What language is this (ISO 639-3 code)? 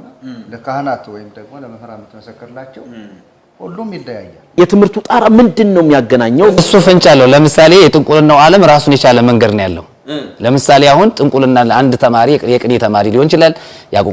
amh